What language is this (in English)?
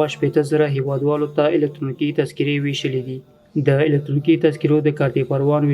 Pashto